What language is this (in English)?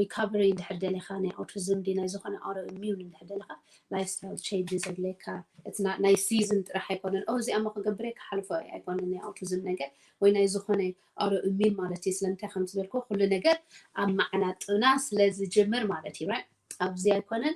Tigrinya